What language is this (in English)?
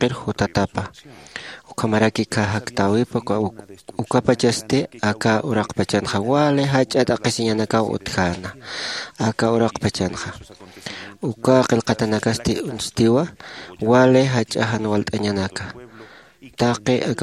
Aymara